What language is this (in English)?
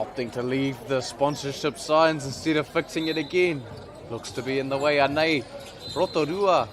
Māori